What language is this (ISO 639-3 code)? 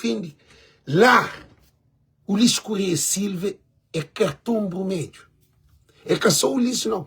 kea